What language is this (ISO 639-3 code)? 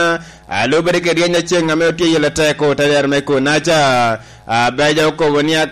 laj